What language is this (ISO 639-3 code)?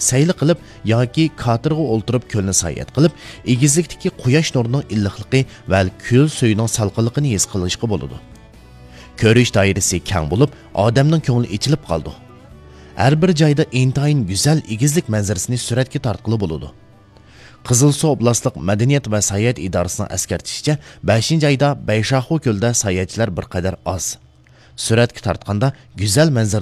uig